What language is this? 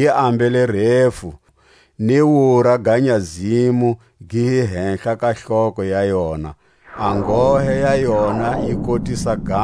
Tswa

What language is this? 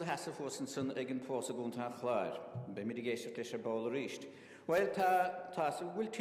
Irish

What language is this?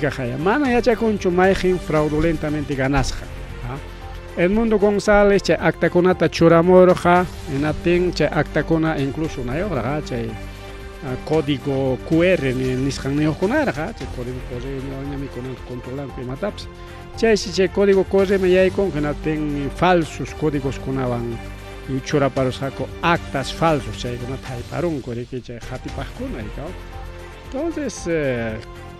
Ayacucho Quechua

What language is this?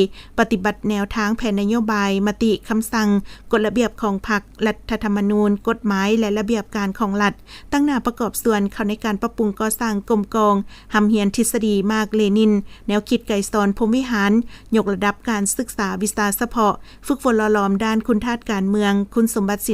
Lao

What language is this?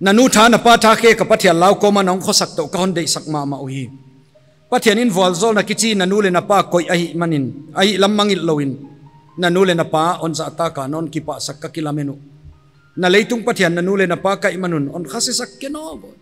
Paite Chin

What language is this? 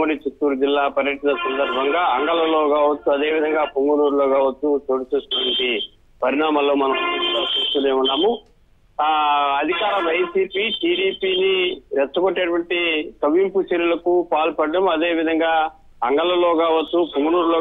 Telugu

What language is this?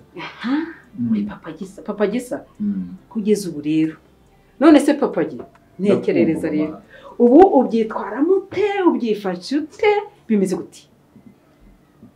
Kinyarwanda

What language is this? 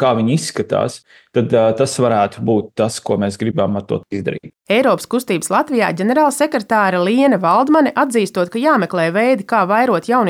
Latvian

